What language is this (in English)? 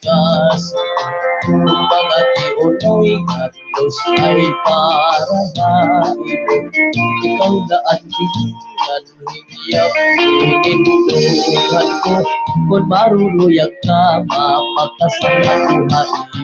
Waray